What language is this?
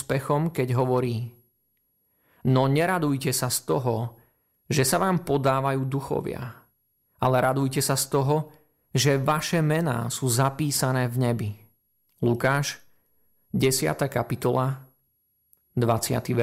Slovak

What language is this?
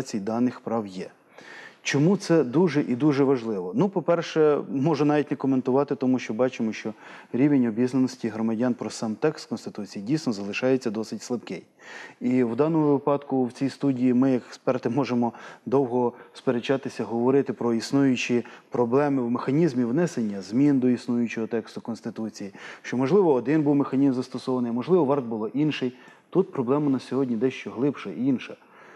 Ukrainian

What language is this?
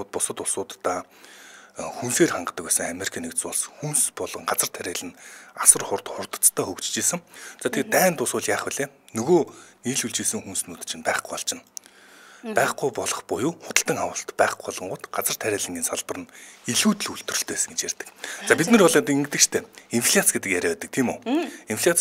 Mongolian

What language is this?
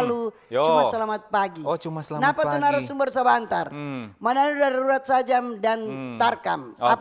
Manado Malay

